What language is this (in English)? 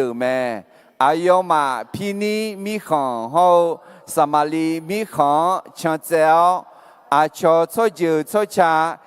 Akha